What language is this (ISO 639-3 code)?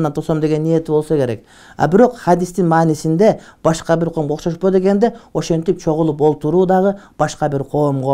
kir